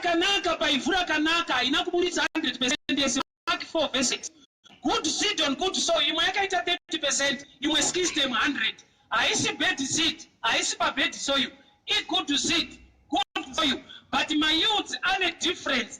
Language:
Shona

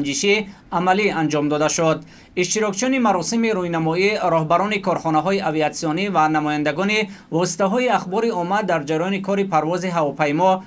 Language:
Tajik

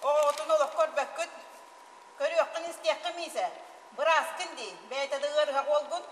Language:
Yakut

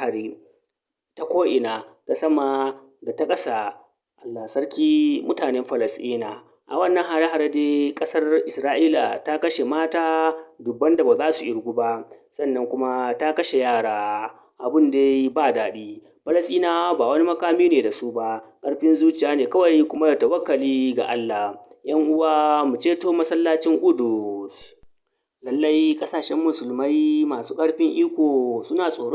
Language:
Hausa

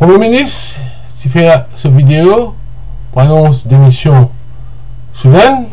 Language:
Morisyen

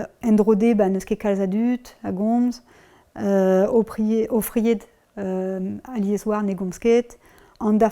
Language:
Breton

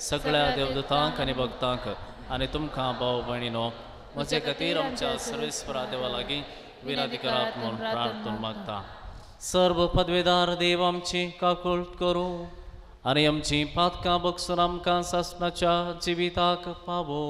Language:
Konkani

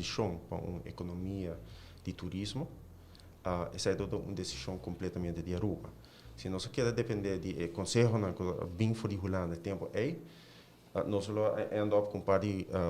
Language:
Papiamento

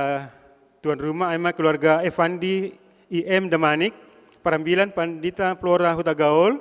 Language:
Batak Simalungun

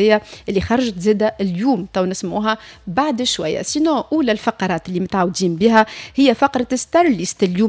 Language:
Tunisian Arabic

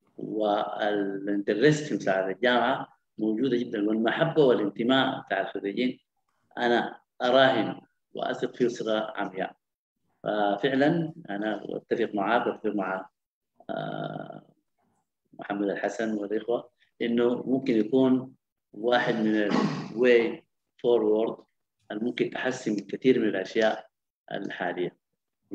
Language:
Sudanese Arabic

